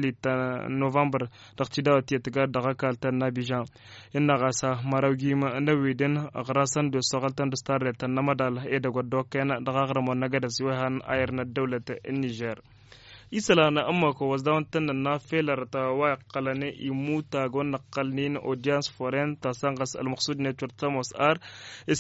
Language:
Tamasheq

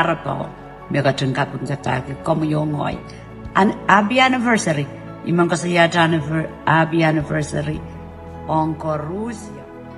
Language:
Pohnpeian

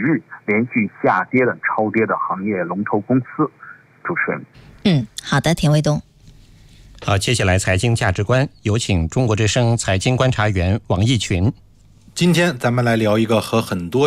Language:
Chinese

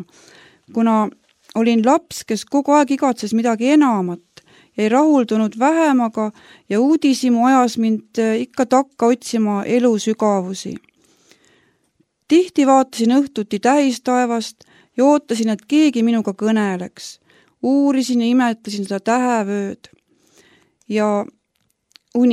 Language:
Estonian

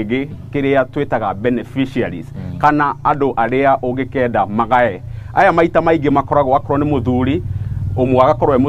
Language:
Kikuyu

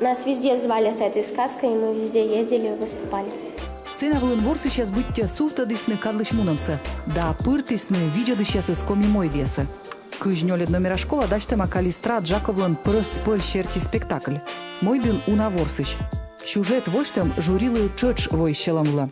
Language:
Komi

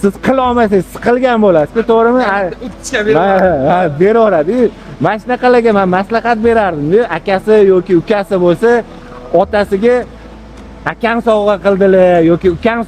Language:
Uzbek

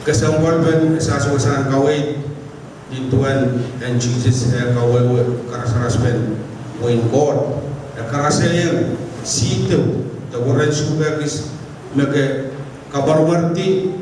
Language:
Pohnpeian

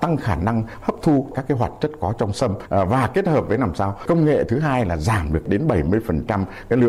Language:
Vietnamese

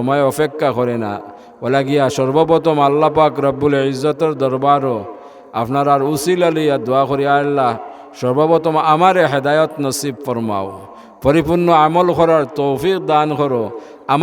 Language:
Sylheti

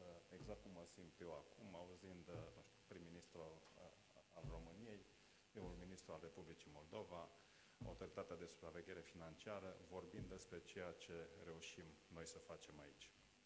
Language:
Romanian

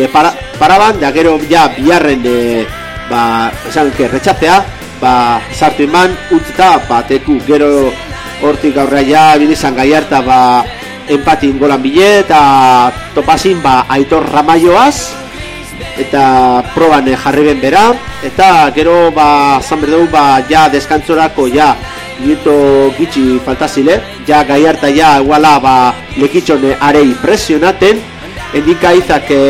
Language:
Basque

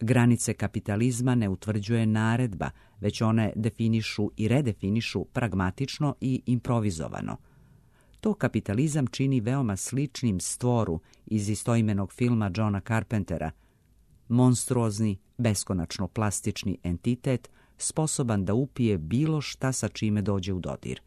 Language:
Serbian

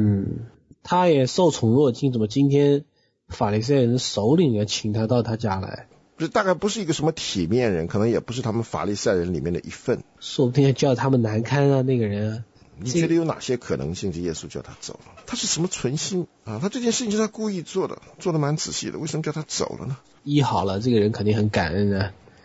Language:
Chinese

